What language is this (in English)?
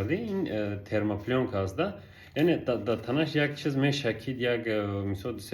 Tajik